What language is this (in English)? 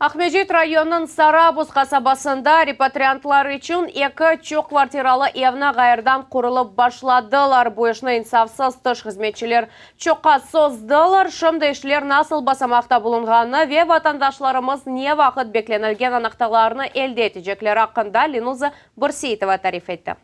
Crimean Tatar